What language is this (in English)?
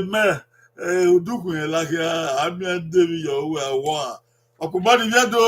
Bini